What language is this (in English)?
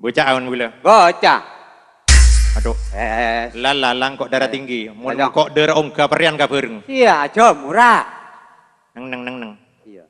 Madurese